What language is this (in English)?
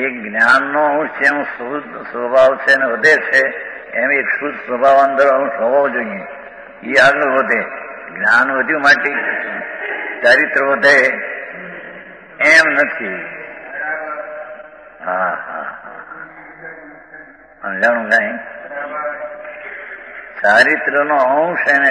Gujarati